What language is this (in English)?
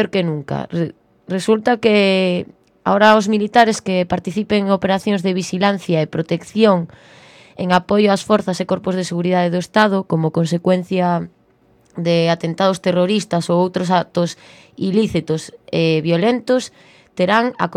Galician